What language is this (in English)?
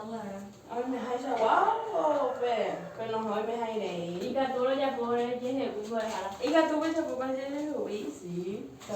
Guarani